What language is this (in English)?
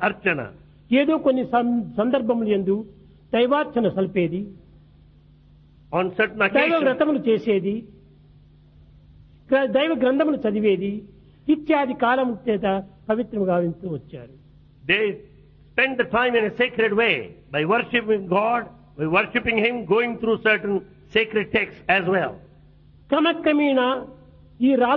Telugu